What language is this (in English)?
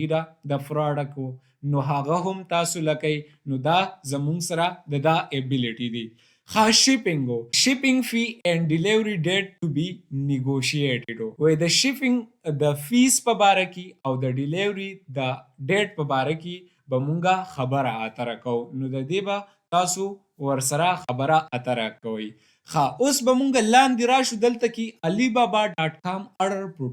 Pashto